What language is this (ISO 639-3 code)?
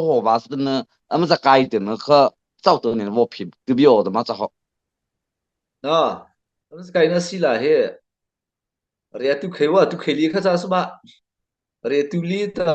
mrh